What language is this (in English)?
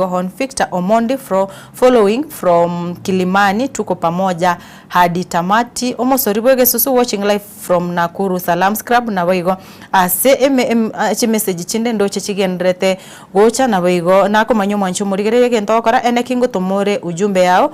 Gusii